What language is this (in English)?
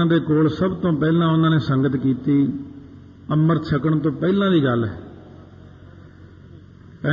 Punjabi